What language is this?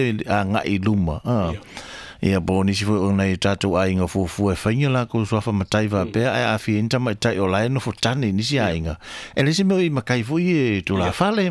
Samoan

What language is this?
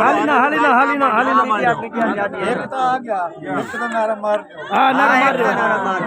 Saraiki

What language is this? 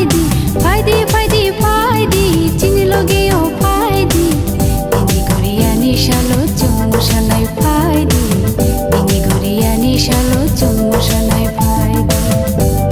Kok Borok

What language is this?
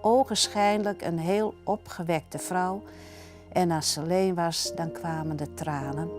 Western Frisian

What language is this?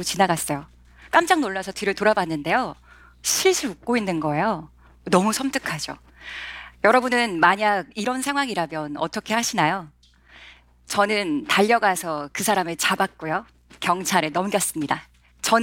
Korean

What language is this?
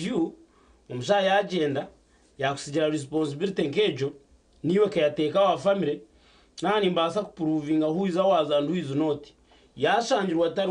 Nyankole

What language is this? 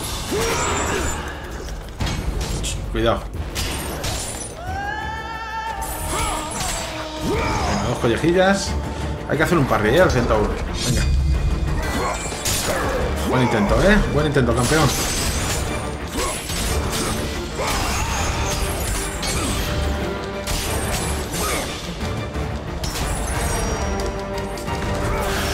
Spanish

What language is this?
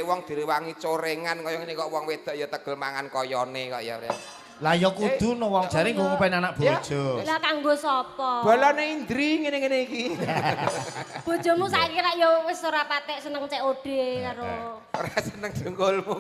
Javanese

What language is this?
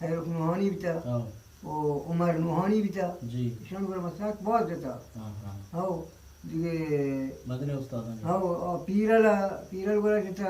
Eastern Balochi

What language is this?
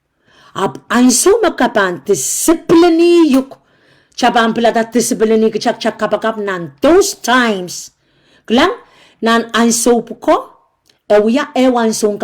Pohnpeian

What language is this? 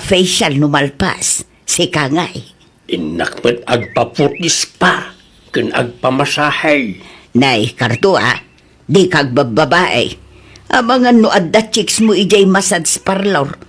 Iloko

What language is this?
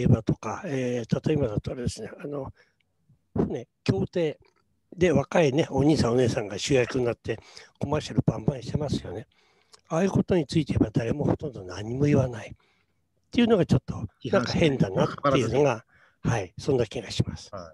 Japanese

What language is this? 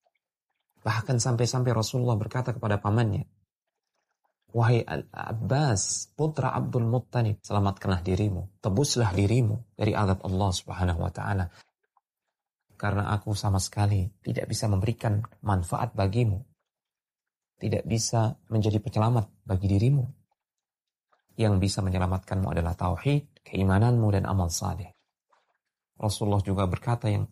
Indonesian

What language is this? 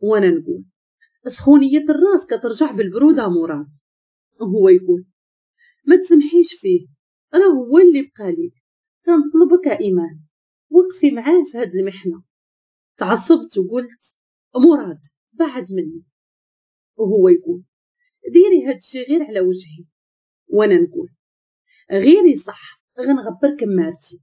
Moroccan Arabic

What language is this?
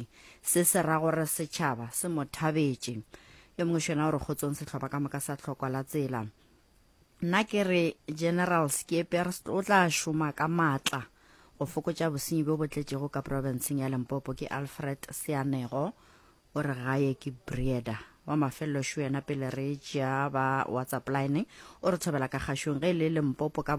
Northern Sotho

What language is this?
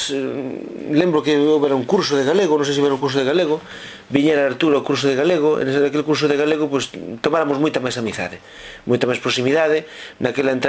Galician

